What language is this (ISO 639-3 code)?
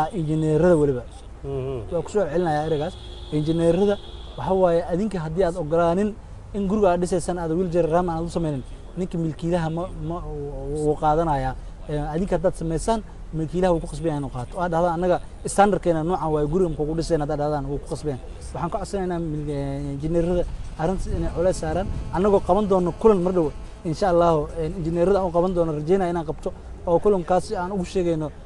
som